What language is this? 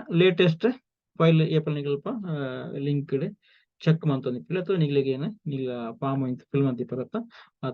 Tulu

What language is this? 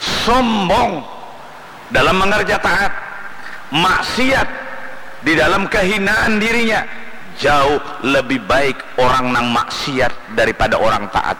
Banjar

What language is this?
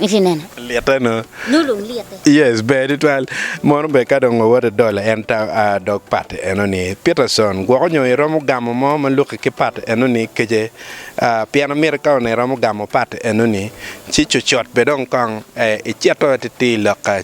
Acoli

